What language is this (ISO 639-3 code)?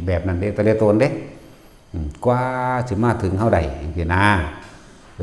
tts